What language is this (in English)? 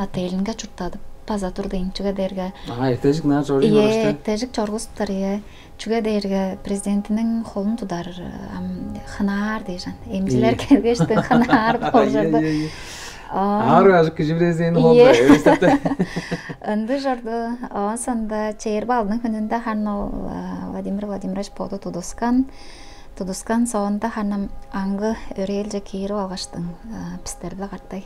Tuvinian